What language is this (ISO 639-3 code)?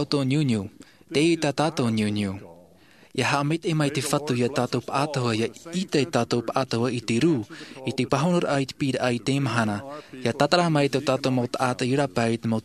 tah